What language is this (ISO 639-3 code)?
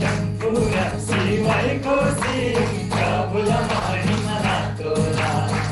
taj